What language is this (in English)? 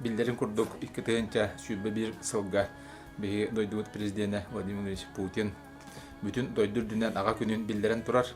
Yakut